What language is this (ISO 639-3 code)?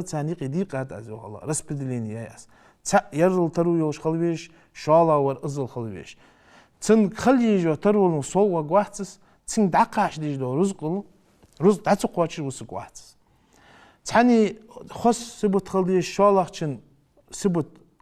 inh